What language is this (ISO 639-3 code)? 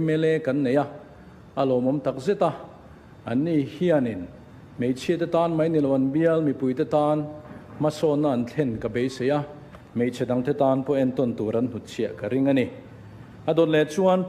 lus